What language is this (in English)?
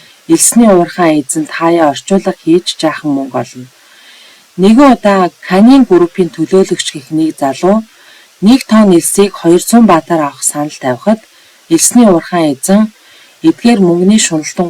Mongolian